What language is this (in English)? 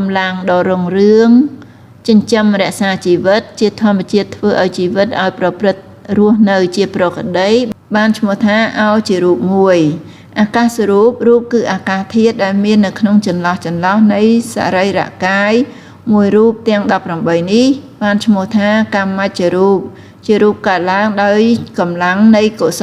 Khmer